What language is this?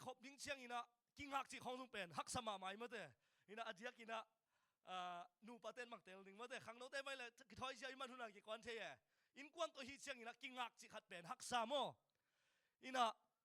Tedim Chin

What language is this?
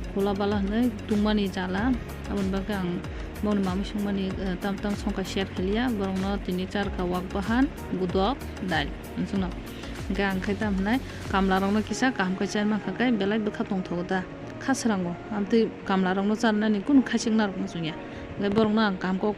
Kok Borok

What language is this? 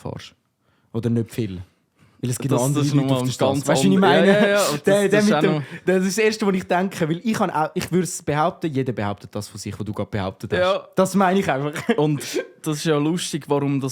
Swiss German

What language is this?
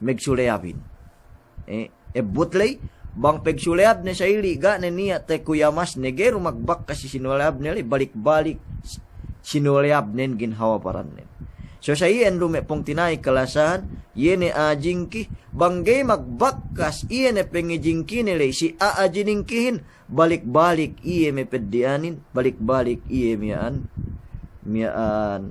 Yakan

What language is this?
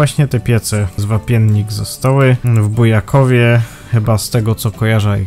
Silesian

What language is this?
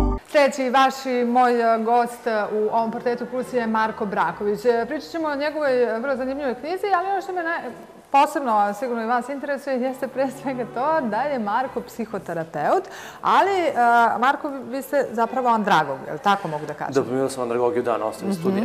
Serbian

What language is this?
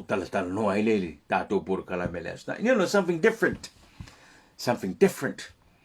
Samoan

